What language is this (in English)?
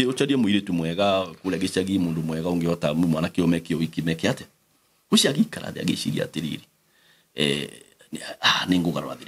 Kikuyu